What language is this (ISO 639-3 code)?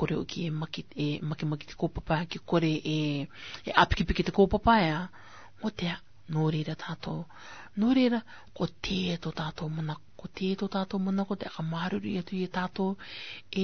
rar